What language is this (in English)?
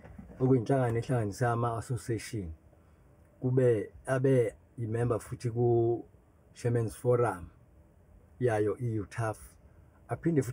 Zulu